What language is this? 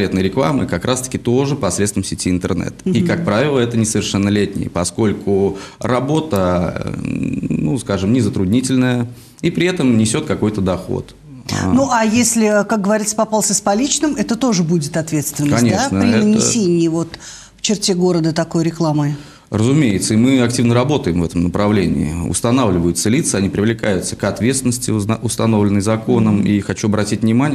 Russian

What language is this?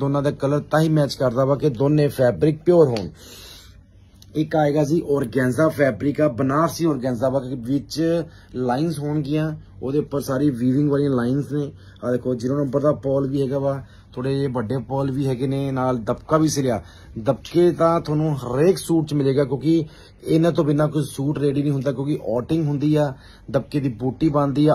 Punjabi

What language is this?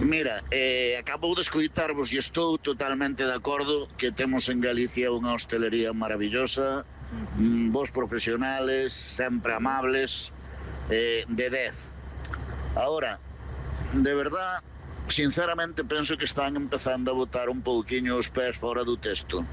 Galician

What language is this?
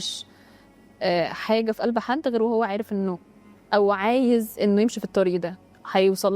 Egyptian Arabic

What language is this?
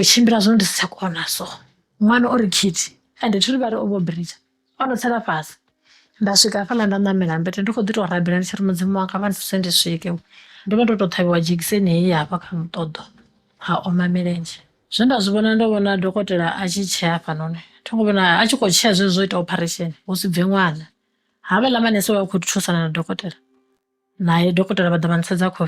Venda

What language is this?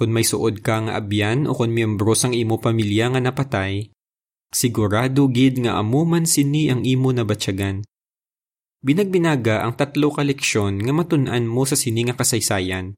Hiligaynon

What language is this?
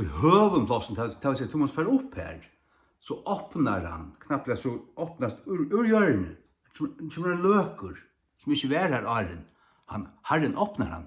Faroese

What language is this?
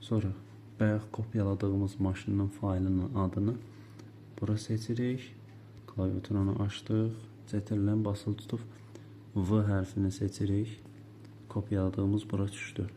Azerbaijani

